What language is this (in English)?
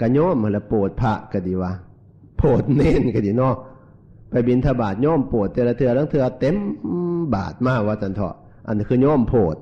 Northeastern Thai